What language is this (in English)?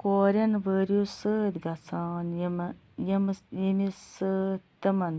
Kashmiri